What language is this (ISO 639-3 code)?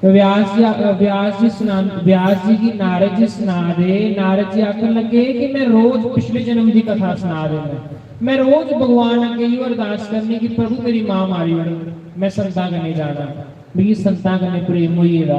doi